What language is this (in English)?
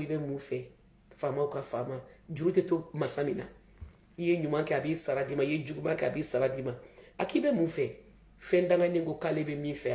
Bambara